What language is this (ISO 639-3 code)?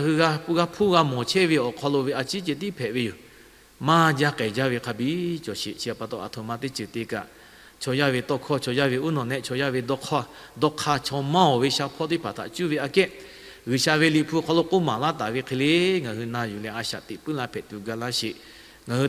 lhu